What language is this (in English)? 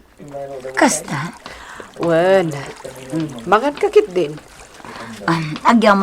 Iloko